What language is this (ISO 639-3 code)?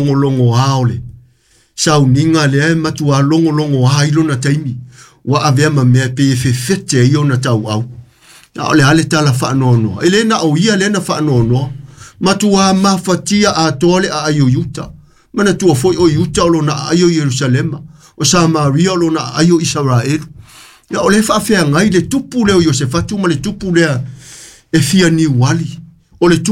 smo